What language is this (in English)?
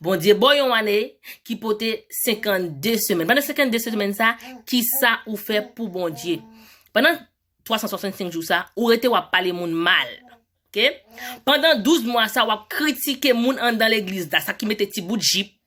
Haitian Creole